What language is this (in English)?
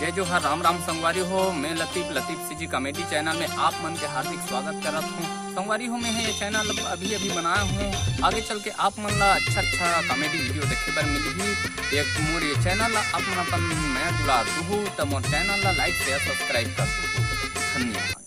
Chhattisgarhi